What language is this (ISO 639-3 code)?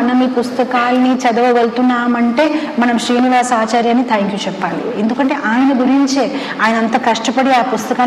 tel